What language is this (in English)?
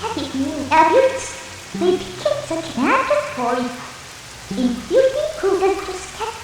Bavarian